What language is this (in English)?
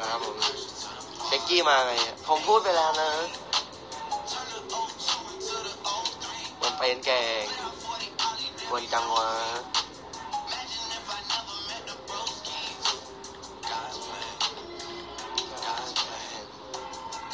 Thai